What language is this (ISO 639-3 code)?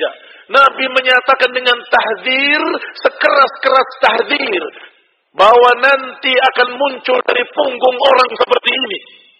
ind